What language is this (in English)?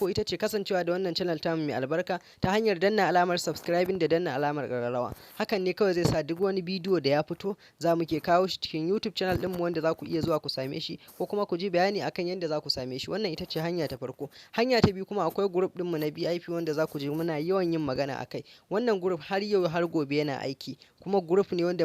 Hausa